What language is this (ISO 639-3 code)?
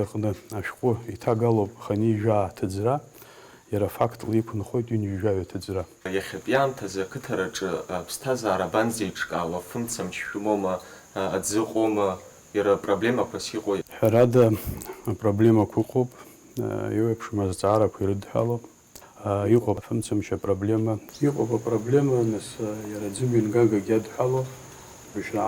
abk